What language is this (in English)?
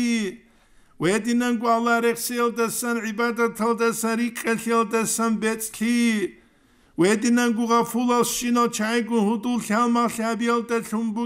Avaric